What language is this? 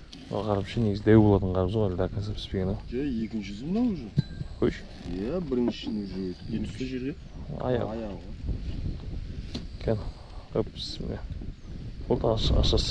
Kazakh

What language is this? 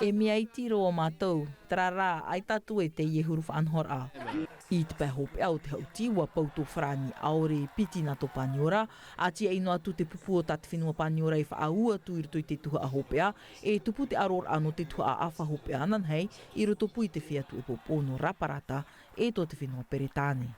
Tahitian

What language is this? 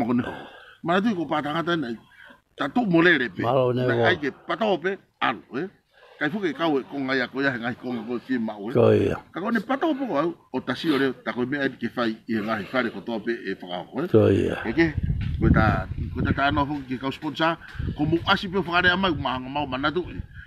Tongan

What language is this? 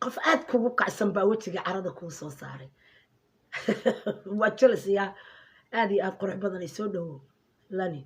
Somali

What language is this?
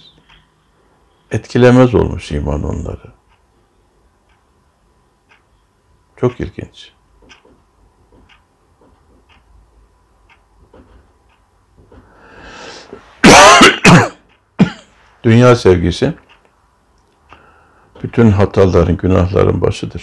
Turkish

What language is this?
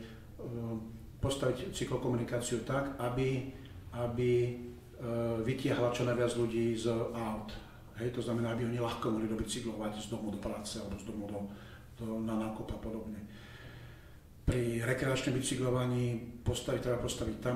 Slovak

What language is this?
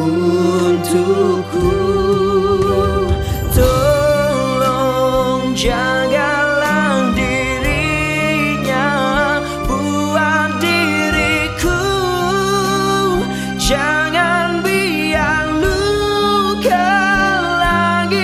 Malay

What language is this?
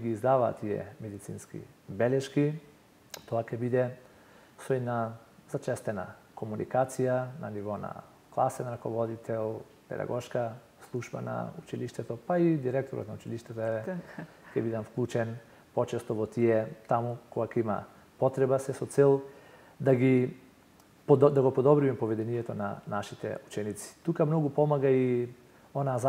Macedonian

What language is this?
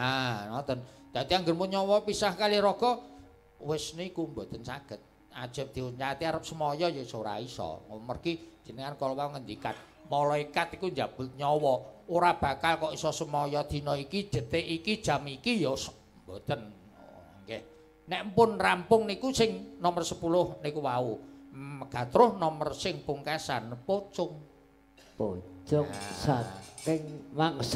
Javanese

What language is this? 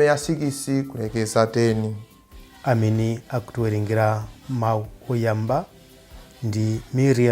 Nyanja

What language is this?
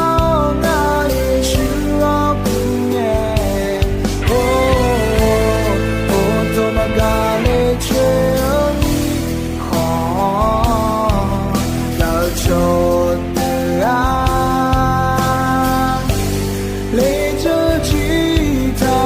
Akha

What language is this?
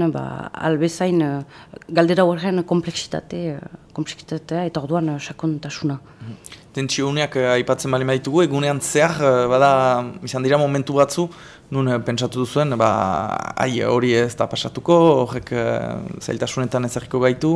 Basque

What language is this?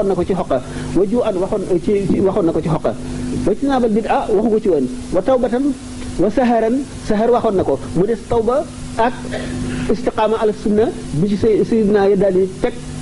Wolof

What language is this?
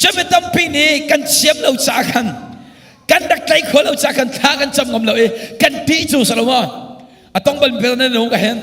Hakha Chin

